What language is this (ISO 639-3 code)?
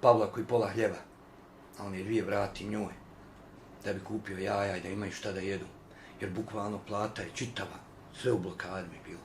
bos